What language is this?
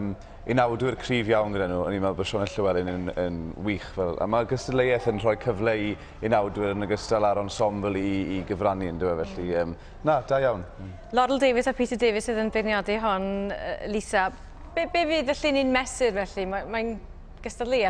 Welsh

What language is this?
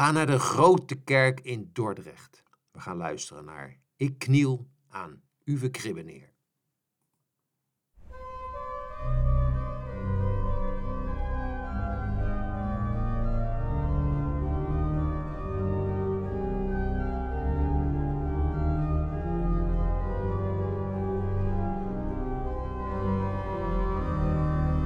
Dutch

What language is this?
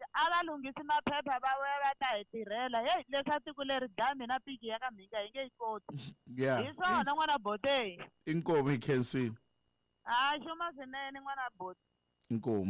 Tsonga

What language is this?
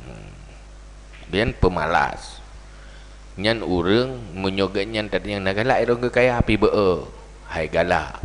Achinese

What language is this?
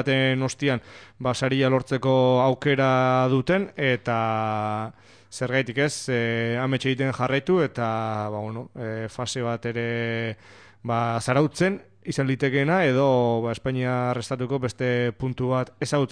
Basque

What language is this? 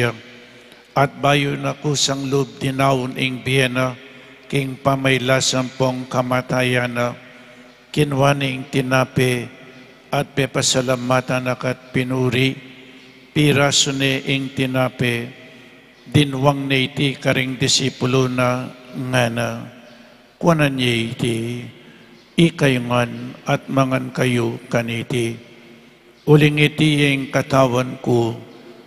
Pampanga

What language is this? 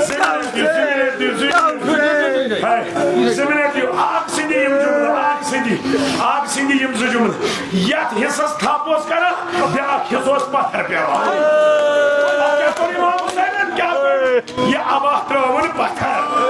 Kashmiri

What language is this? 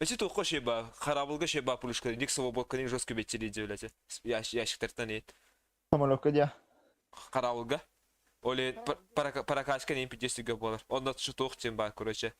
Yakut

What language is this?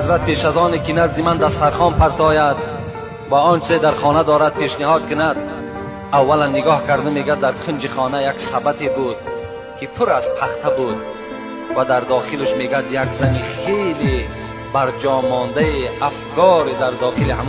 Tajik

